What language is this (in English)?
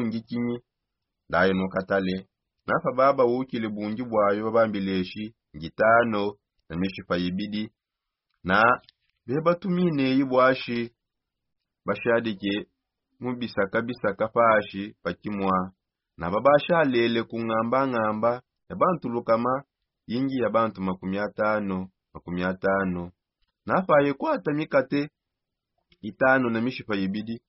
Songe